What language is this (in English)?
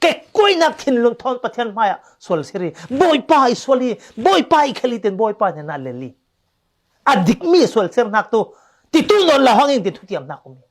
Falam Chin